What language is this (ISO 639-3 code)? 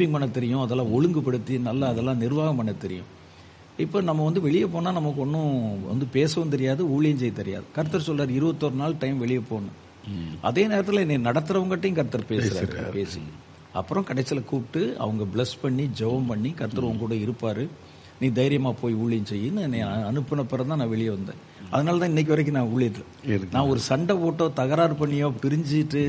tam